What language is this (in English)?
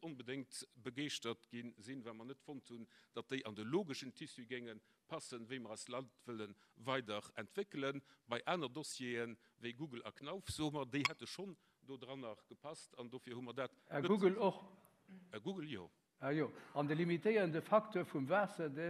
Luxembourgish